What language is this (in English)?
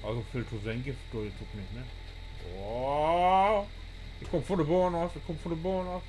Low German